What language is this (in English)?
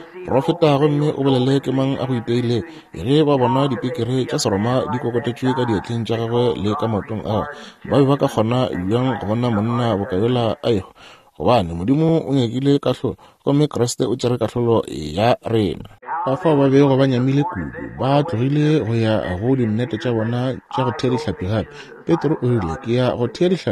Northern Sotho